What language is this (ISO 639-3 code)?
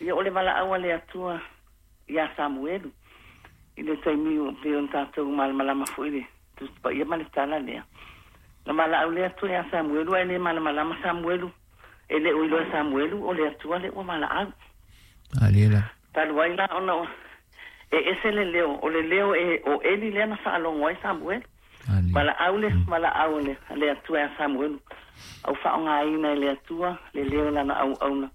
smo